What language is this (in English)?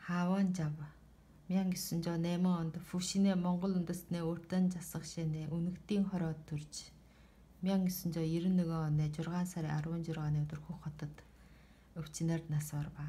Mongolian